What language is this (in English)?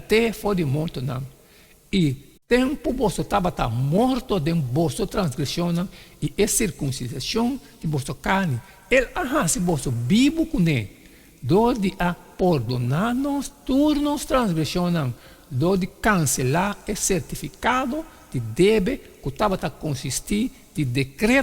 Papiamento